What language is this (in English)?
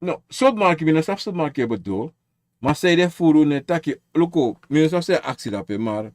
Sranan Tongo